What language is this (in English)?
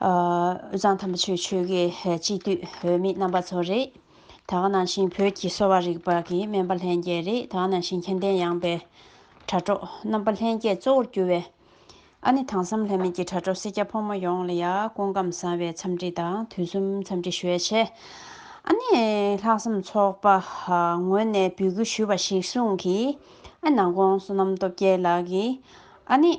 Tibetan